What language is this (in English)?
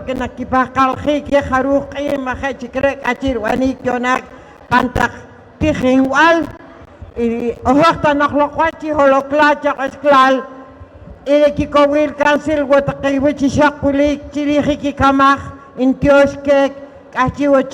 Poqomchi'